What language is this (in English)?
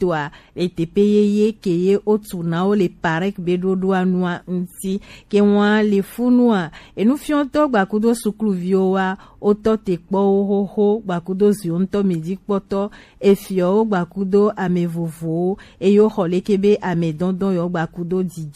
Gen